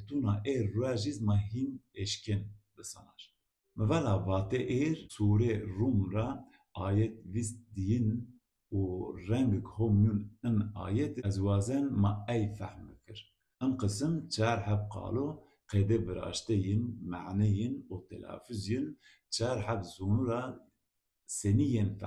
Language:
Zaza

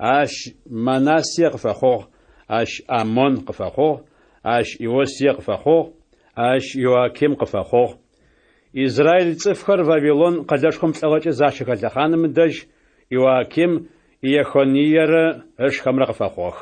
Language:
Adyghe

